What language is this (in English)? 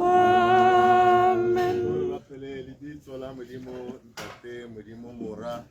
Tswana